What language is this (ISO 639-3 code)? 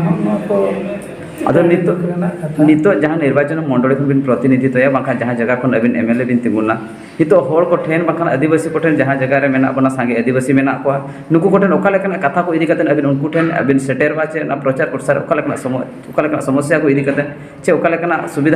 sat